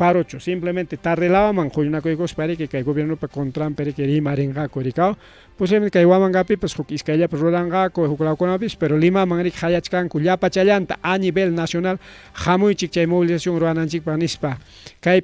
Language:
Ayacucho Quechua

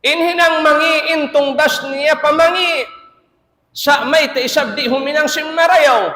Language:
Tausug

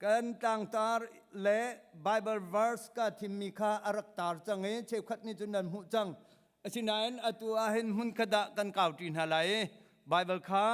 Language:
Hakha Chin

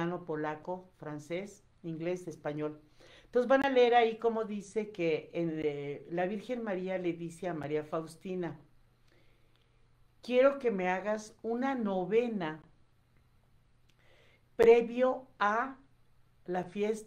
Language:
Spanish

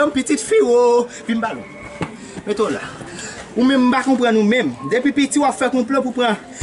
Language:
Haitian Creole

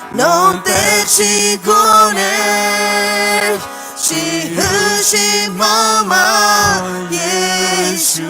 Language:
Akha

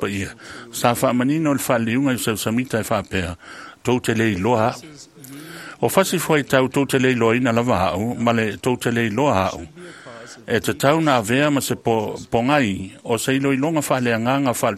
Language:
Samoan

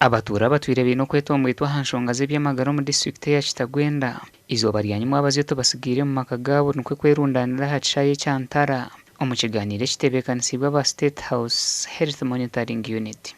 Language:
Nyankole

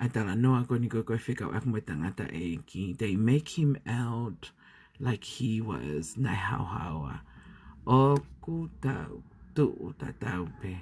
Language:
Tongan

